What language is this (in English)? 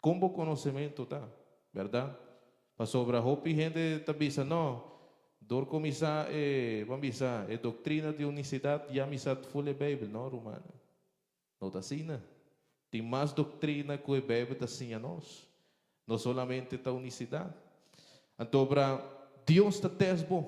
Papiamento